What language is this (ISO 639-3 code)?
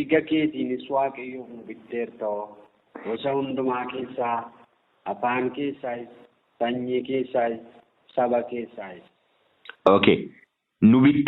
orm